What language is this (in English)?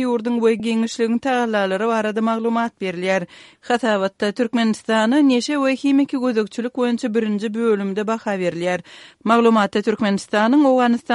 Turkmen